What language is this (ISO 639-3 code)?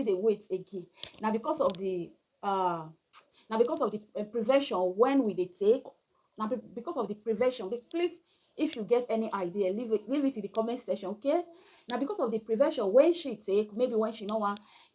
pcm